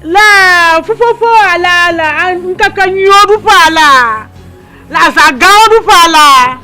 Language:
Ewe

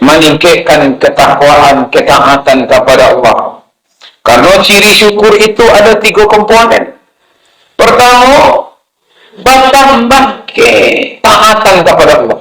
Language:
Minangkabau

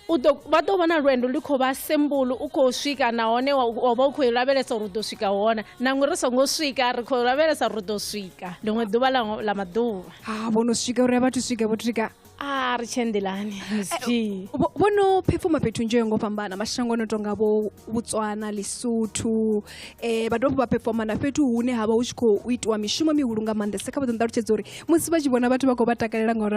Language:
Venda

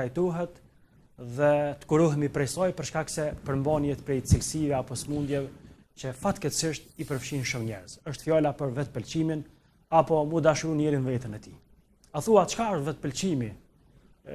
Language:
Albanian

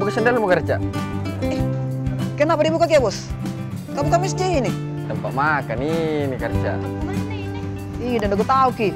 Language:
Makassar Malay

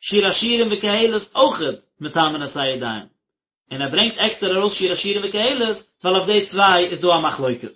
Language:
Yiddish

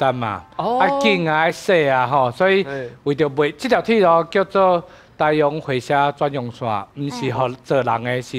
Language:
Min Nan Chinese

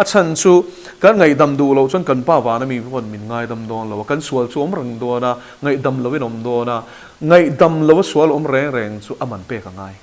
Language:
Mizo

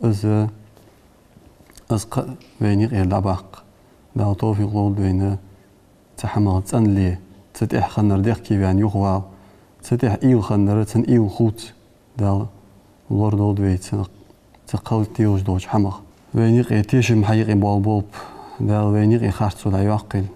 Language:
Ingush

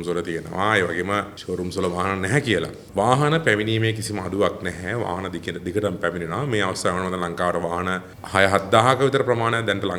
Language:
Sinhala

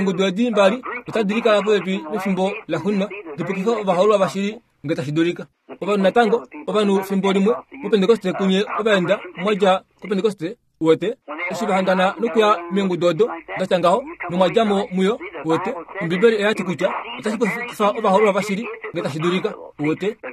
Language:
Kuanyama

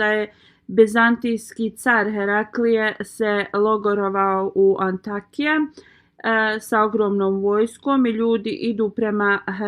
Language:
Bosnian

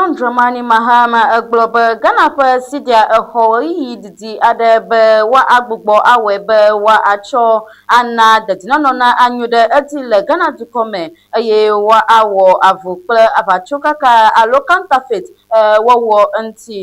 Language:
Ewe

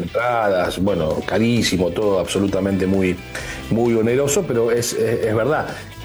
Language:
Spanish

